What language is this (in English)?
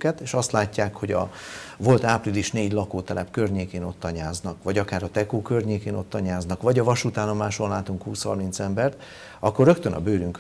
Hungarian